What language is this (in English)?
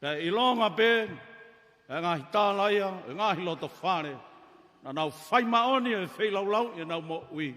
Tongan